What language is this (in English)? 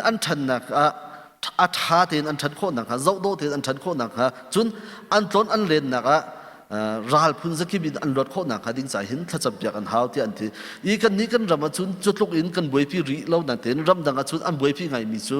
Hakha Chin